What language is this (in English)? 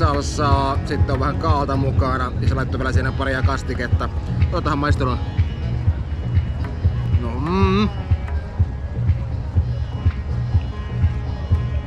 Finnish